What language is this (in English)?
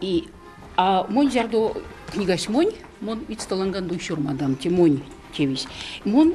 Erzya